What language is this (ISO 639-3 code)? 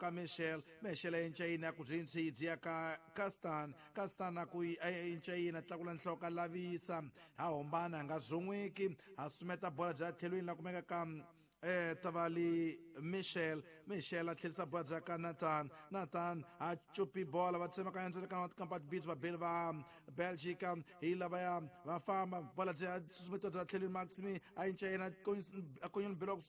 tso